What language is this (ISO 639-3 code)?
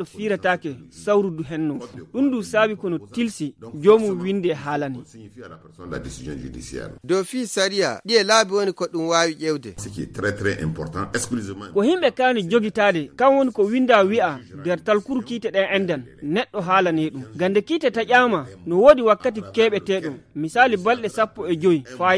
fuv